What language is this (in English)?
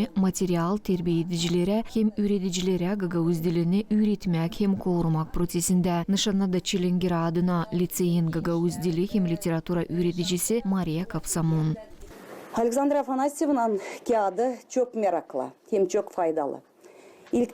Gagauz